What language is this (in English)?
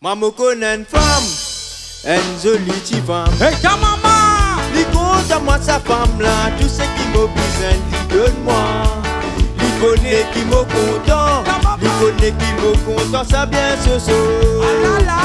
Réunion Creole French